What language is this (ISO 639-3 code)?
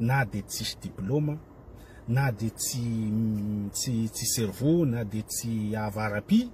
mlg